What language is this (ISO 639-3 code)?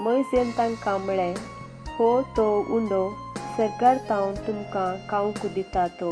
kok